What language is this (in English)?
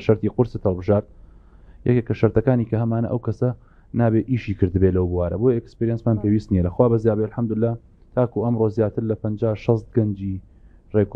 Central Kurdish